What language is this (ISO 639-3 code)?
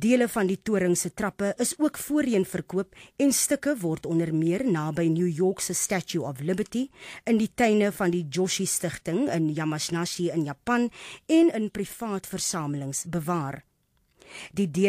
afr